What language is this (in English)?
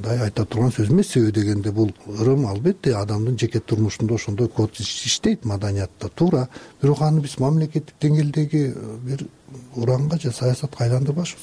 Kyrgyz